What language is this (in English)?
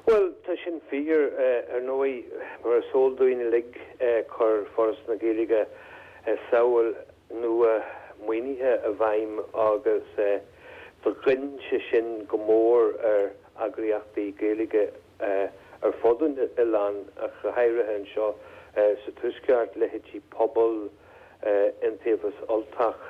Irish